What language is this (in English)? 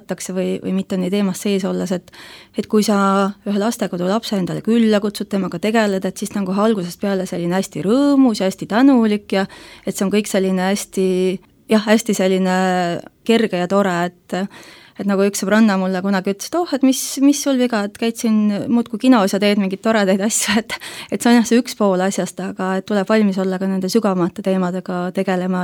Estonian